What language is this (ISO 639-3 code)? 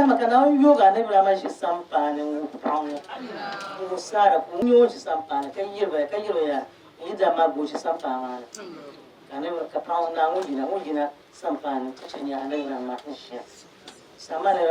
dag